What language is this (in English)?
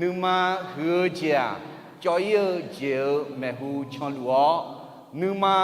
Akha